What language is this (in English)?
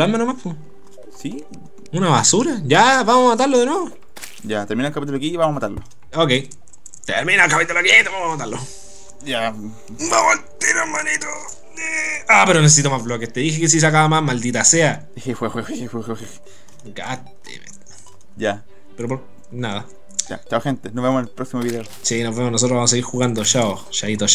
Spanish